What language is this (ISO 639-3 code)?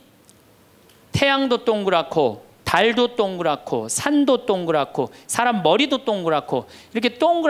kor